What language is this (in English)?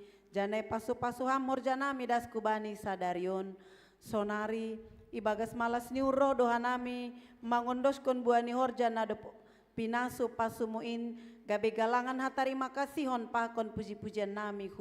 Batak Simalungun